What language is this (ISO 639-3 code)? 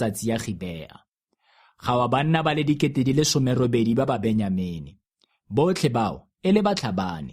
tsn